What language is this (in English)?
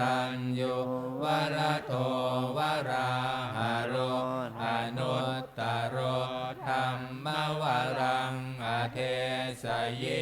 Pali